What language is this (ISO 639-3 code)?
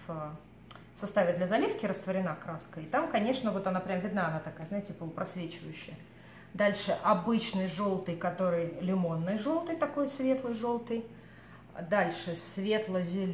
rus